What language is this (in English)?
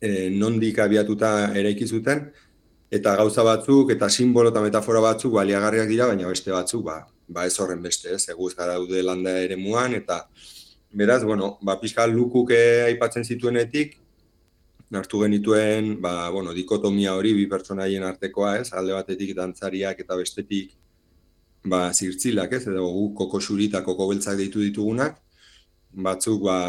Basque